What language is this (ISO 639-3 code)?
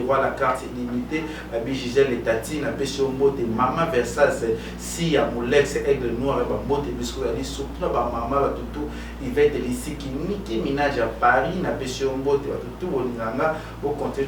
lin